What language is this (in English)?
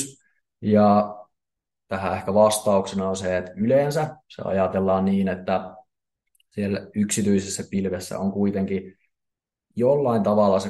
Finnish